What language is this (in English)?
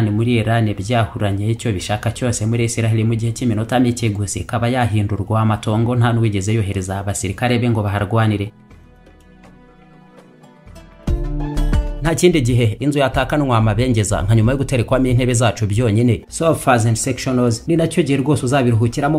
Kinyarwanda